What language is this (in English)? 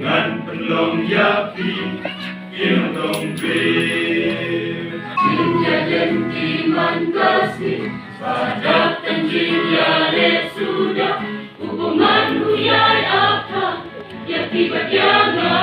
Khasi